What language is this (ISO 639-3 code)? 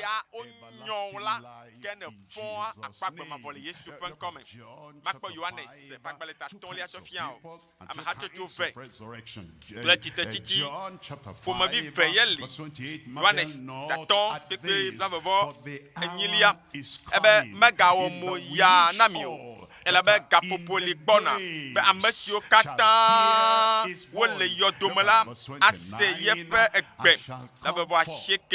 ewe